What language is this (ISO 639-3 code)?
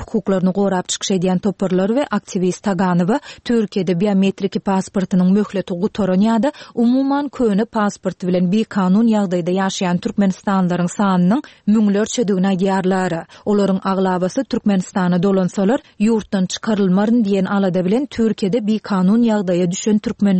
tuk